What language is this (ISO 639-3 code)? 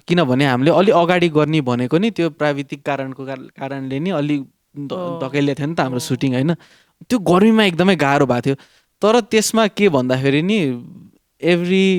nep